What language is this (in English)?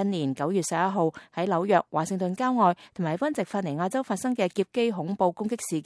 Cantonese